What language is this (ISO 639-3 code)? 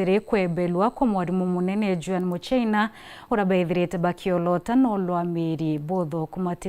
mer